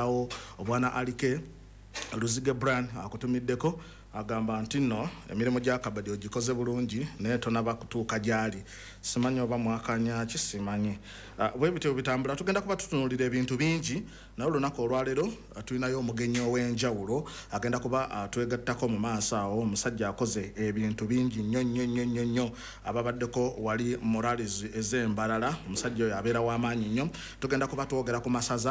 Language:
Ganda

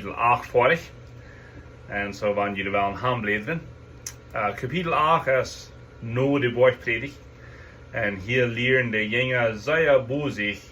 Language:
Plautdietsch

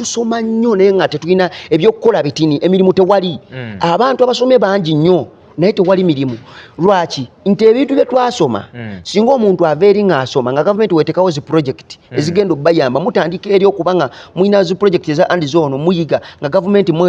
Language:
Ganda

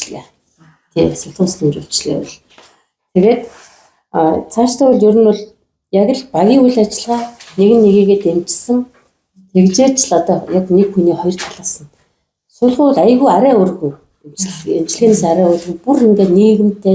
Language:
Mongolian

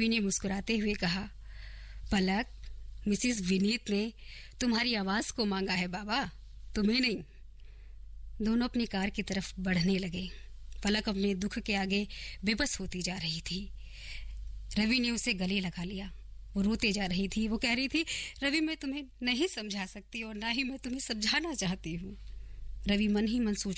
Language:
Hindi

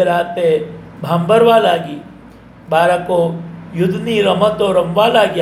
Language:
Gujarati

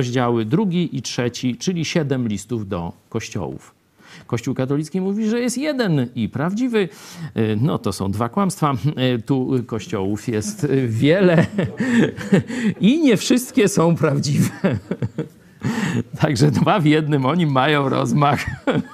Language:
Polish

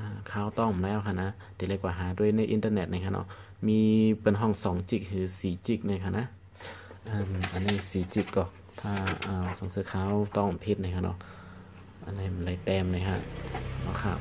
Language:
Shan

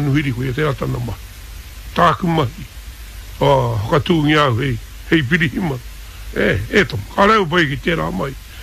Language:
Māori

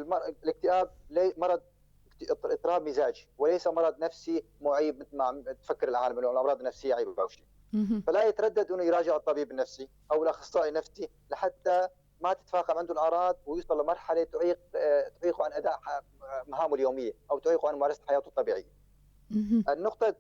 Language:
North Levantine Arabic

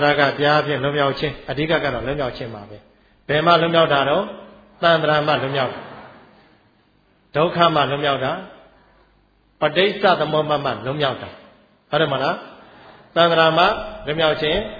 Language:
Burmese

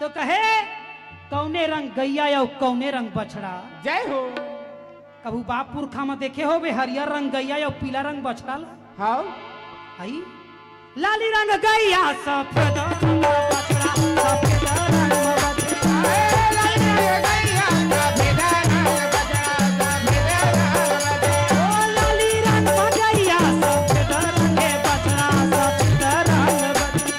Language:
Chhattisgarhi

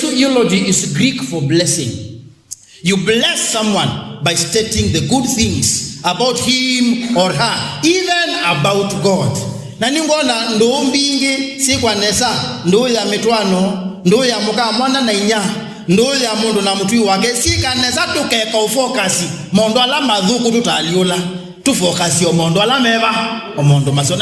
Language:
Kamba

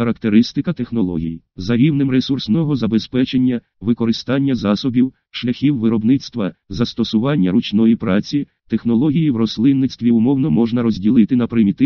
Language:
Ukrainian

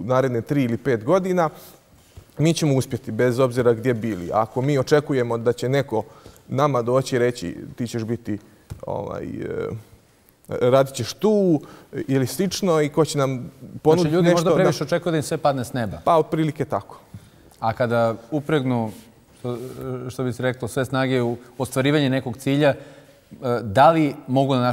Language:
Bosnian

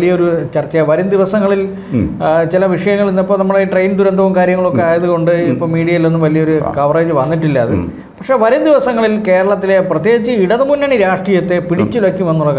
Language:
Malayalam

